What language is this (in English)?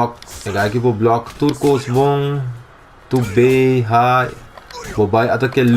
Papiamento